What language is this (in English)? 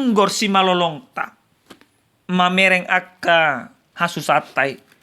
Batak Toba